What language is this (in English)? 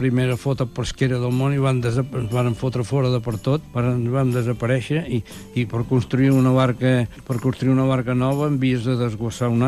Catalan